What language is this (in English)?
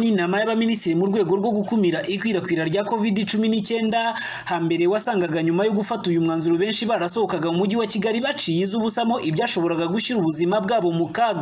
Kinyarwanda